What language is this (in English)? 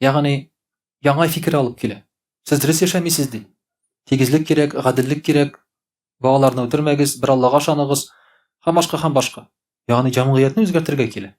Tatar